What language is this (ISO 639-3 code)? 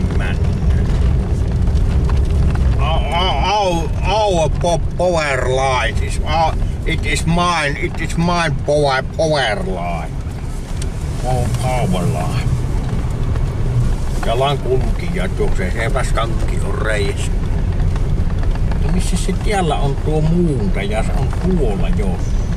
fin